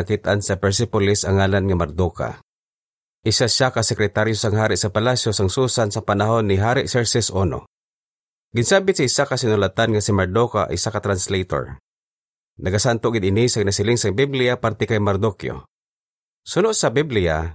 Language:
Hiligaynon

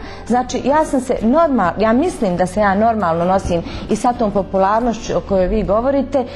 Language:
Bosnian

